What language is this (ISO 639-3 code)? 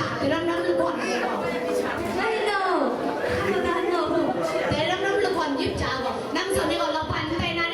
kac